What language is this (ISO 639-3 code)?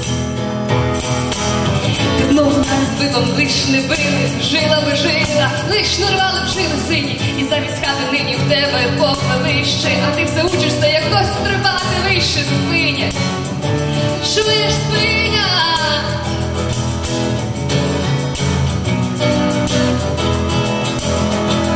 ukr